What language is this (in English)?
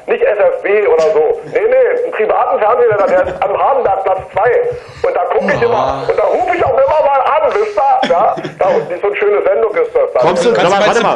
German